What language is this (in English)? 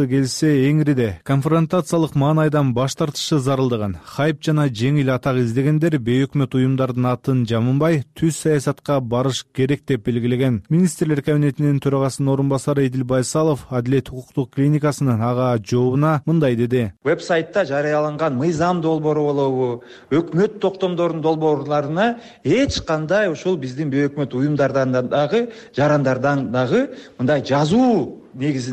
Kyrgyz